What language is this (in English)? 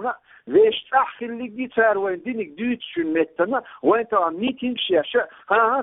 Chechen